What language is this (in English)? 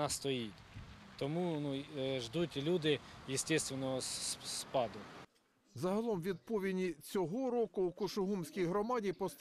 Ukrainian